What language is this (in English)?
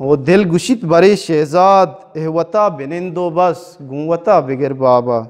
Eastern Balochi